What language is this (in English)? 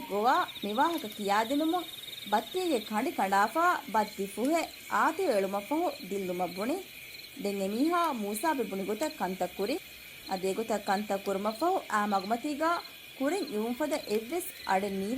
Divehi